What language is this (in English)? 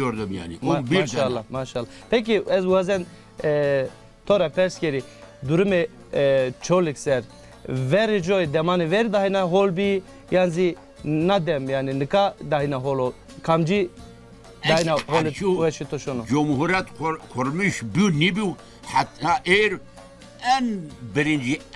Zaza